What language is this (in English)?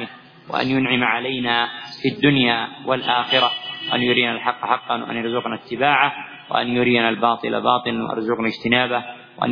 Arabic